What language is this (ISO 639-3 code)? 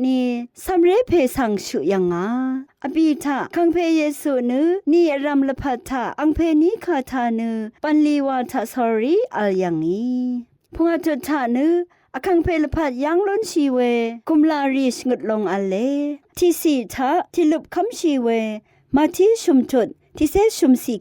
raw